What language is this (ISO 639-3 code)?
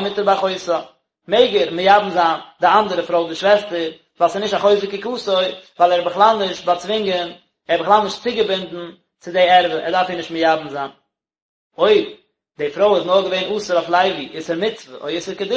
yid